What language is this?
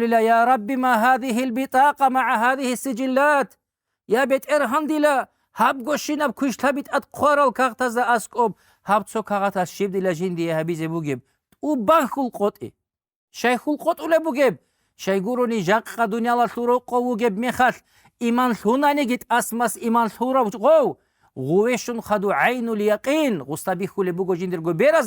Avaric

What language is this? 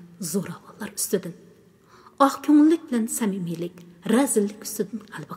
Uyghur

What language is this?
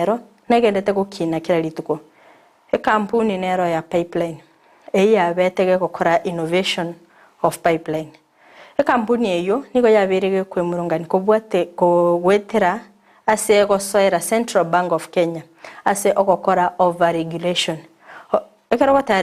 Gusii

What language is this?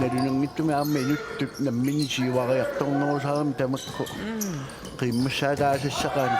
Kalaallisut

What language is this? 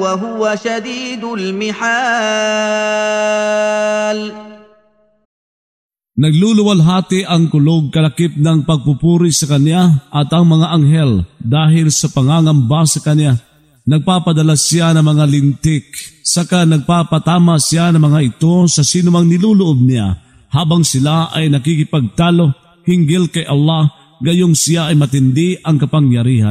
Filipino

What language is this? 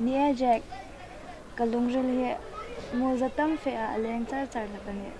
Hmar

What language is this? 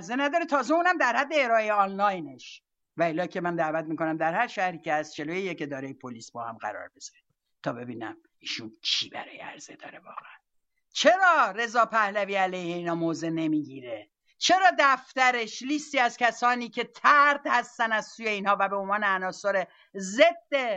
Persian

